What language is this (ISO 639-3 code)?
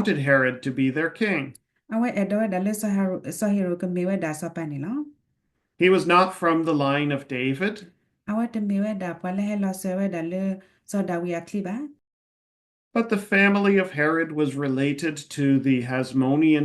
ksw